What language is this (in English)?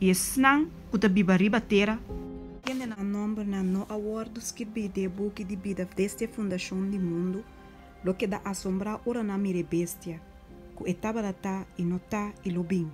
Papiamento